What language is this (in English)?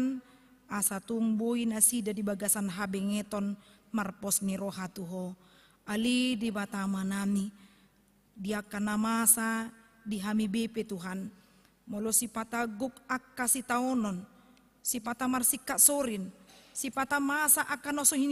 Batak Toba